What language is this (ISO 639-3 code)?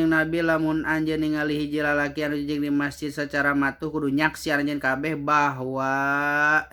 sun